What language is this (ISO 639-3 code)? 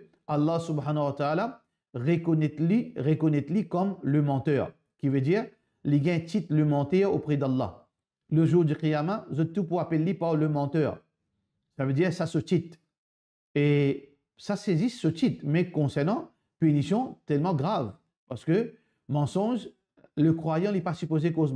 mfe